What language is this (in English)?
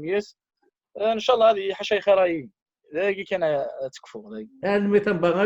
Kabyle